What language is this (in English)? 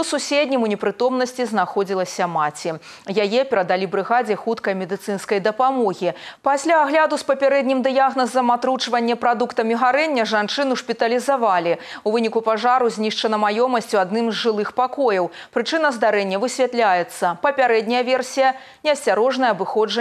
Belarusian